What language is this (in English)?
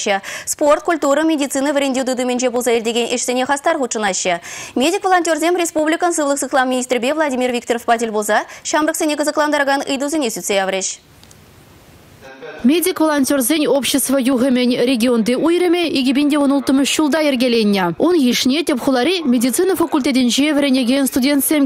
Chuvash